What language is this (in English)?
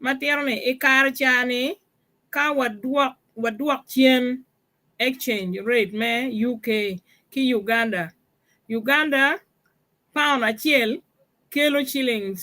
Acoli